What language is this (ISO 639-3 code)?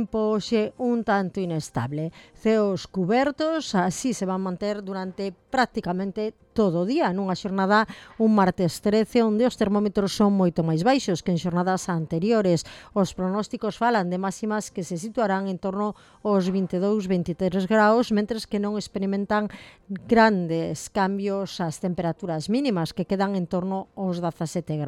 glg